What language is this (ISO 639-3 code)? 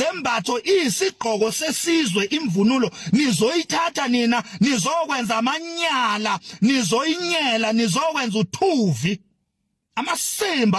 zul